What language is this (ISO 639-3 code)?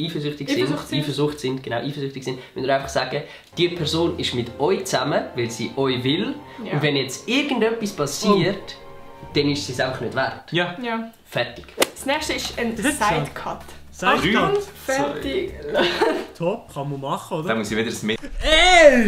gsw